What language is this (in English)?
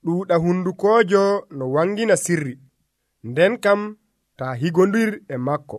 Nigerian Fulfulde